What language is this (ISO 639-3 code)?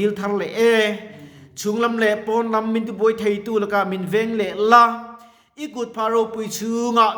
lus